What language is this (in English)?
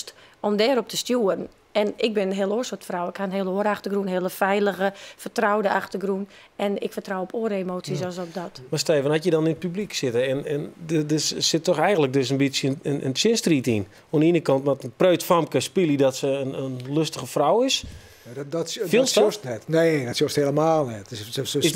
Western Frisian